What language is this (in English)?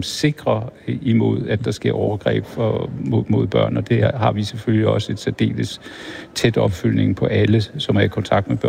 Danish